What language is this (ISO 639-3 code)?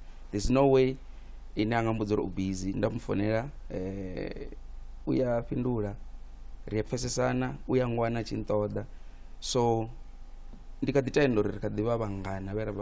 ven